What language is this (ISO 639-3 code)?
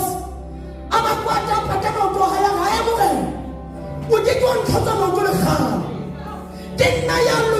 sot